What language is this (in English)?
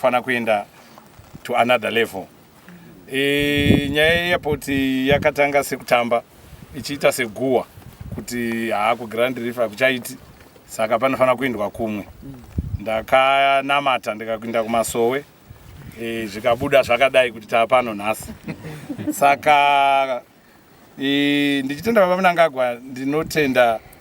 Shona